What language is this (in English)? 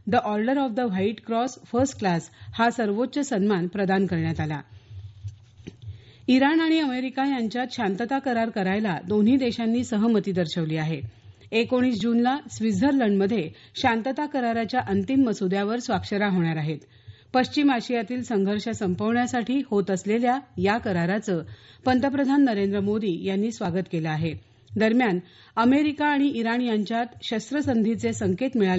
Marathi